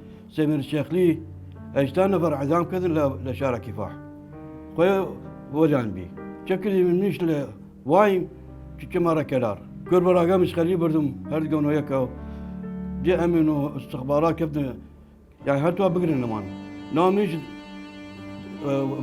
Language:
Southern Kurdish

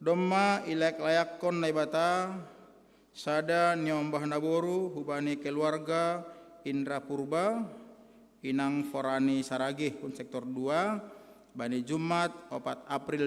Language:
Batak Simalungun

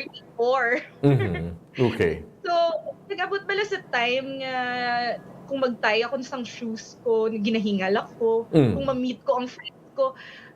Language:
Hiligaynon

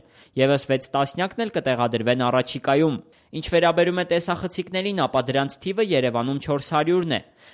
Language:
Armenian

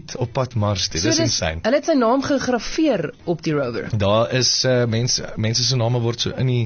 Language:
Afrikaans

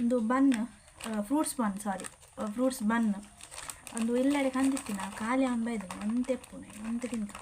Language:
Tulu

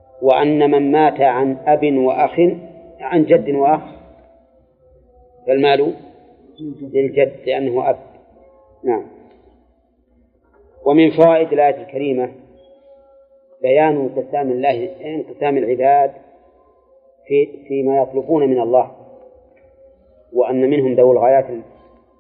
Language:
Arabic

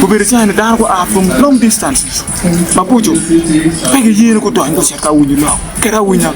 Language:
Acoli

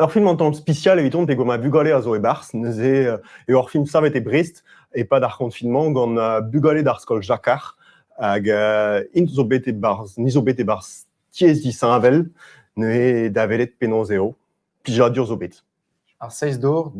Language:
Breton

